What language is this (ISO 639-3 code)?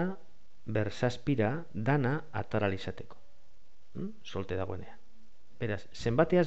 eus